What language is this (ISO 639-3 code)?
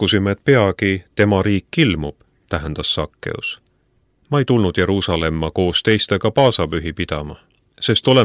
est